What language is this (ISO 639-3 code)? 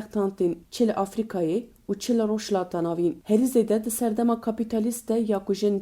kur